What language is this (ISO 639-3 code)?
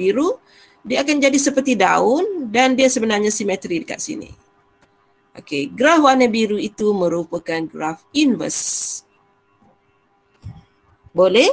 msa